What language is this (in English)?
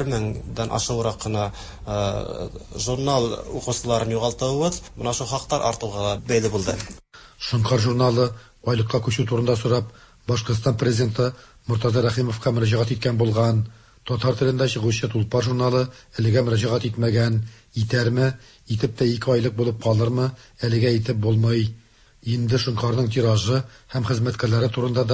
Tatar